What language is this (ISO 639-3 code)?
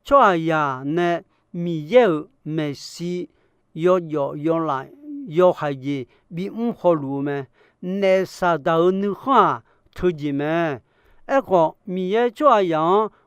ahk